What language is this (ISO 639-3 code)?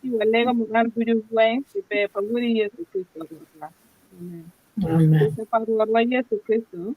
ach